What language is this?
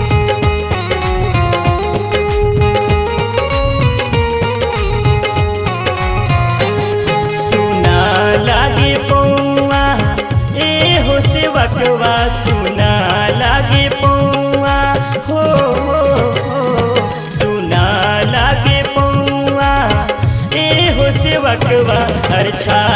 Bhojpuri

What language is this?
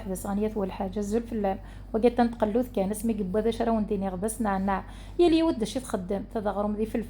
Kabyle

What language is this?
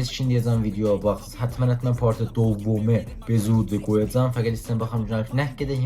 South Azerbaijani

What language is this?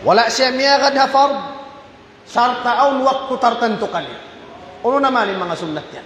Tausug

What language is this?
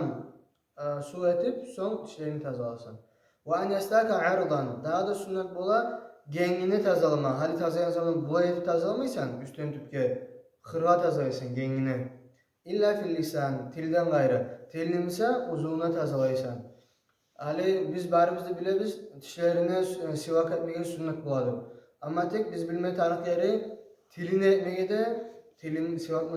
Kumyk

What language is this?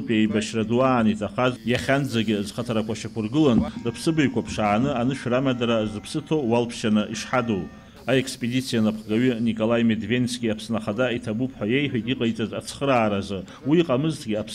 Abkhazian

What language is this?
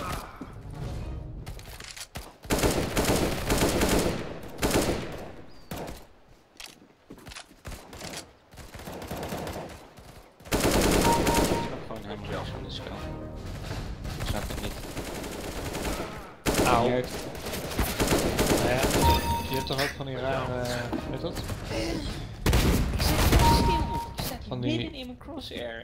Dutch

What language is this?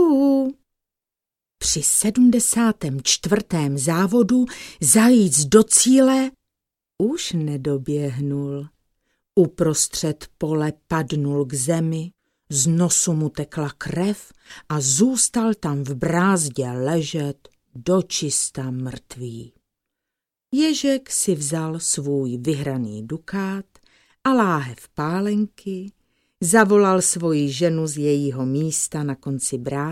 Czech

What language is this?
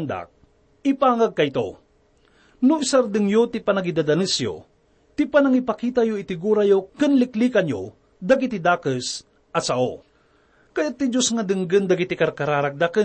Iloko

